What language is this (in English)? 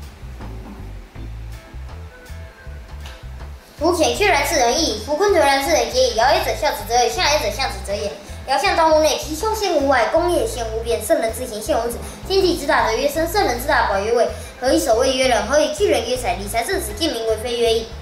Literary Chinese